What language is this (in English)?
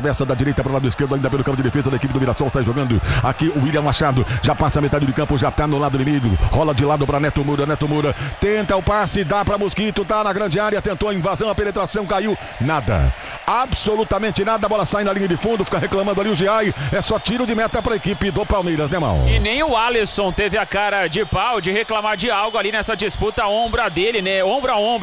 Portuguese